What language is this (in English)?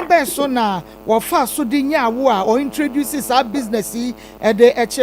Akan